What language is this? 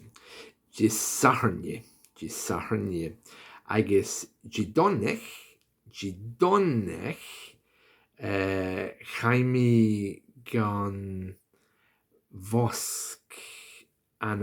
Scottish Gaelic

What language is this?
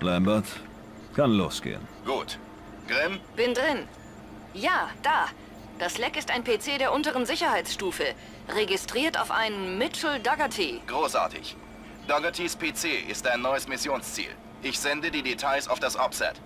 Bavarian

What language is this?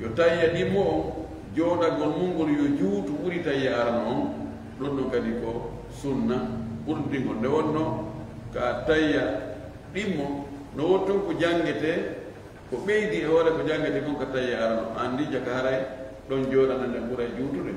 Fula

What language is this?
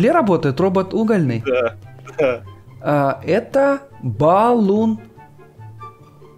Russian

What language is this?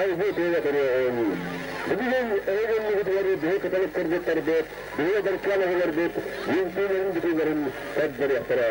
Yakut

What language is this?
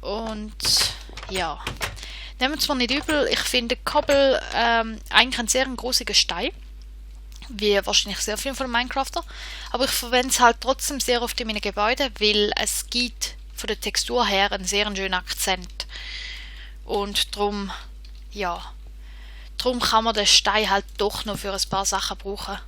Swiss German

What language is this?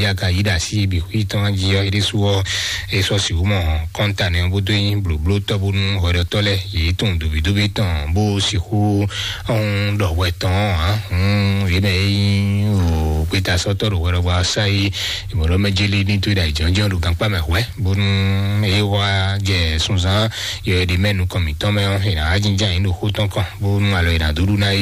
Fon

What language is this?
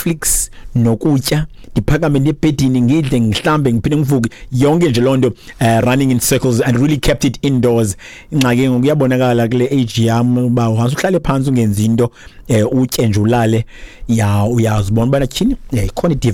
Xhosa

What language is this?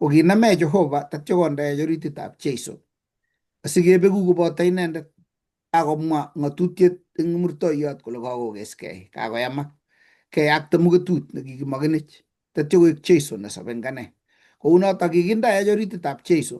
Kalenjin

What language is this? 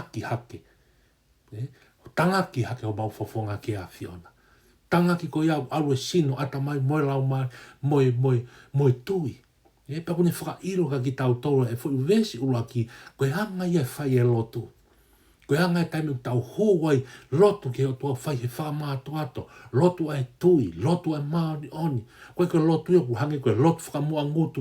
Tongan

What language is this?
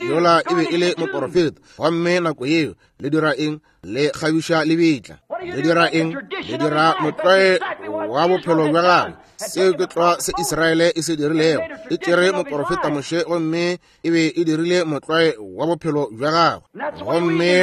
Northern Sotho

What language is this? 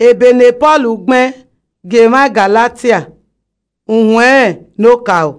Esan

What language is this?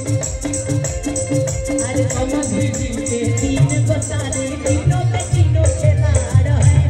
Bhojpuri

